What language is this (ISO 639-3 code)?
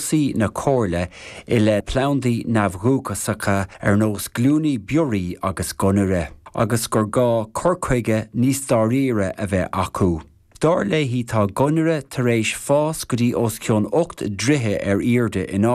gle